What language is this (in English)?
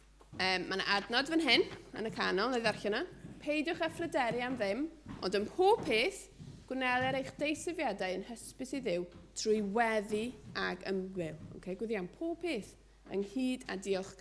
Welsh